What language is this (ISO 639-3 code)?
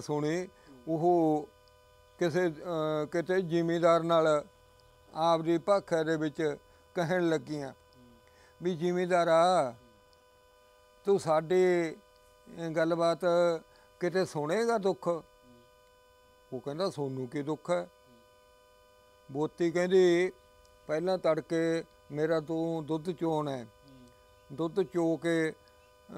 pan